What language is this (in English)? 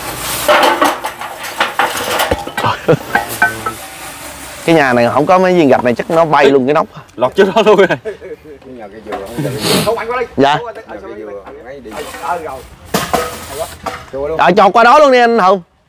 Vietnamese